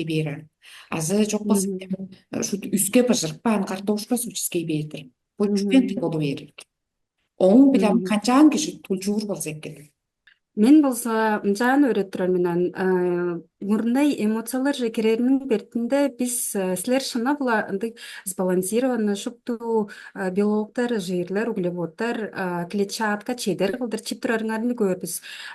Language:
Tuvinian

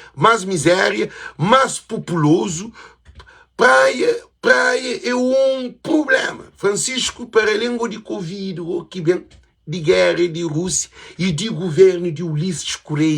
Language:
Kabuverdianu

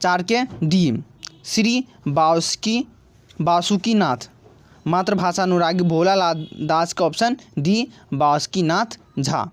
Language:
Maithili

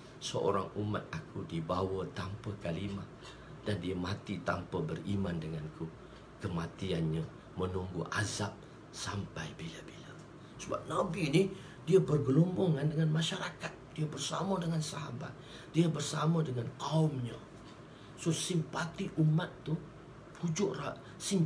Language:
Malay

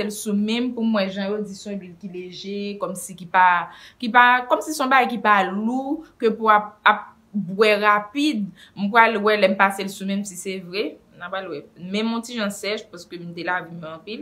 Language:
Haitian Creole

